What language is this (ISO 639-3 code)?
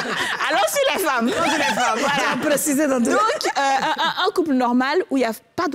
fra